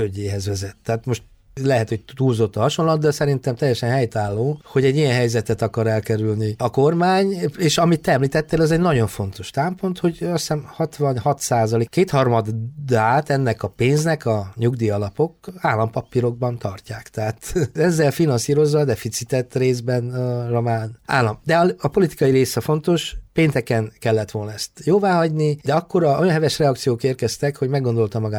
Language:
Hungarian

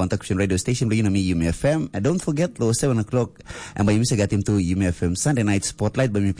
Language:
Tok Pisin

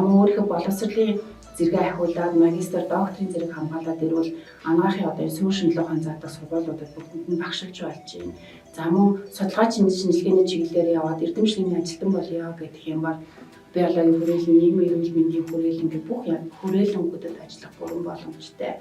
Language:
Mongolian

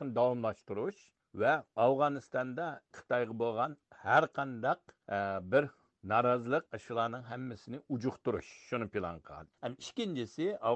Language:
Uyghur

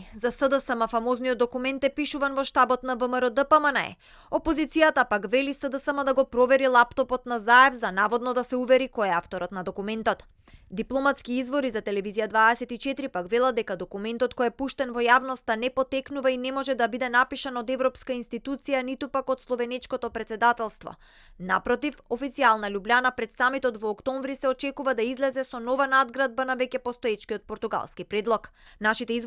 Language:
Macedonian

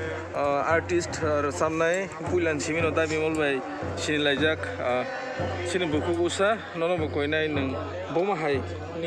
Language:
Kok Borok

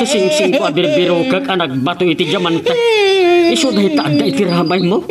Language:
Iloko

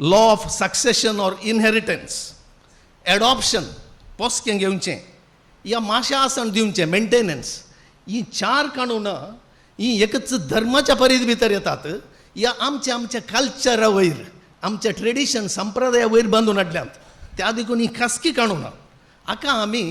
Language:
Konkani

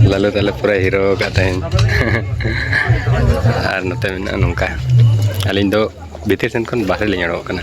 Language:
Santali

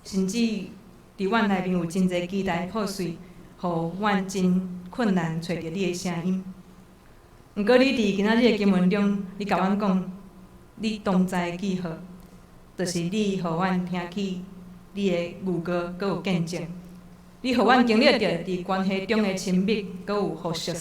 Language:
Min Nan Chinese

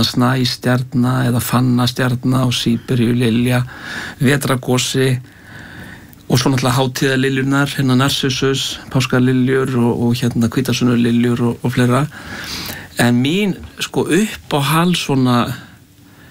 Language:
Icelandic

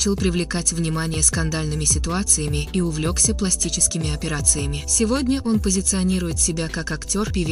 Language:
Russian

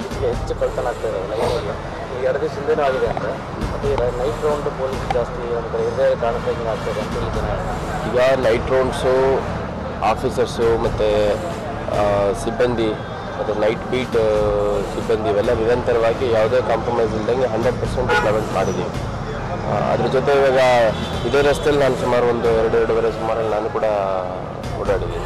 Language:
Kannada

